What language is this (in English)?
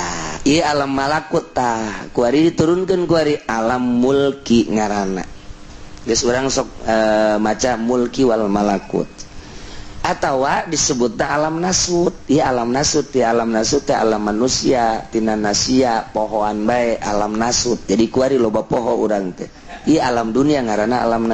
Sundanese